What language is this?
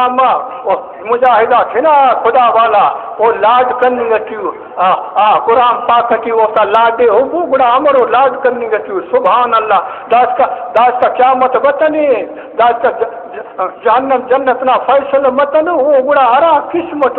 Brahui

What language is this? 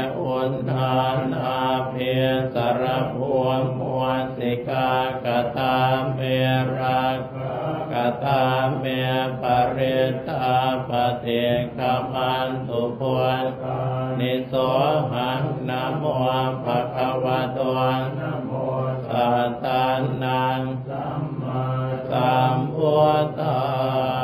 Pali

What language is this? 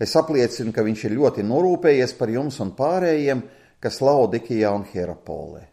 Latvian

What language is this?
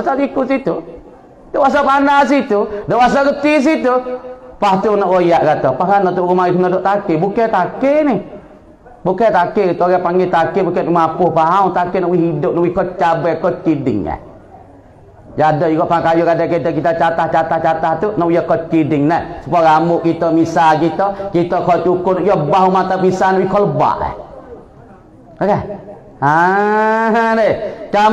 Malay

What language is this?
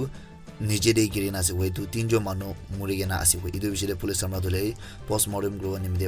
Naga Pidgin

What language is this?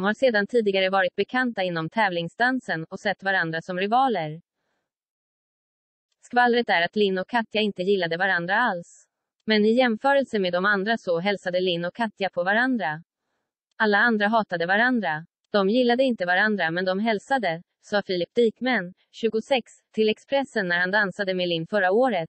Swedish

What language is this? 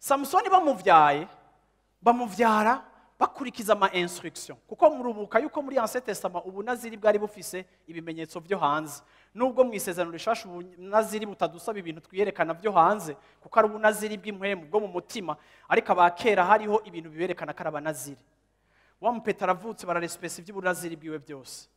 Rundi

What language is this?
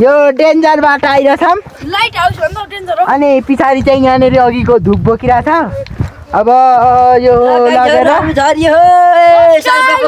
Nepali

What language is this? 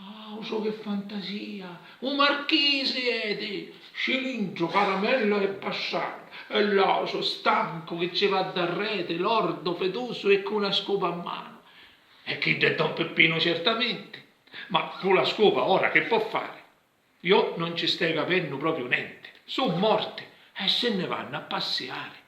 Sicilian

